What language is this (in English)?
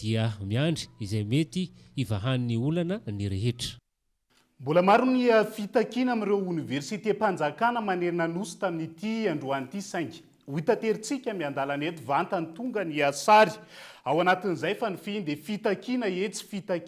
Malagasy